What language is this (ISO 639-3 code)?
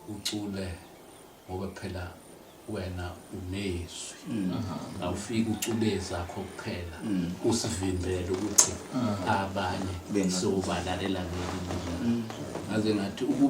zul